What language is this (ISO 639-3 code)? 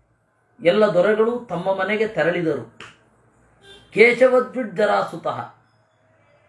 kan